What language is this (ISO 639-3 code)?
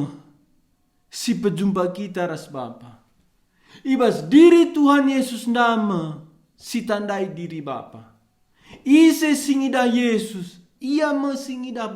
btx